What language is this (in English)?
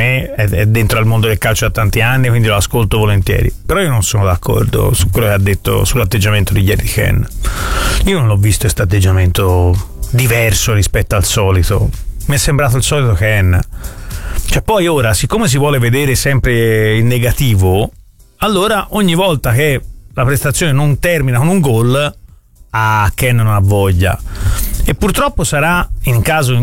Italian